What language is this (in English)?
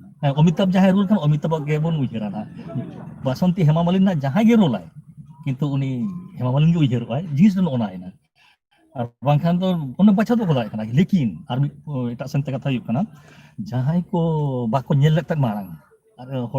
Santali